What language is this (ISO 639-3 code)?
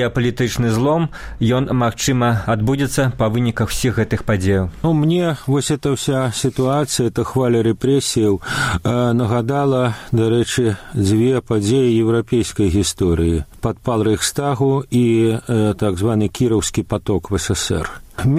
bel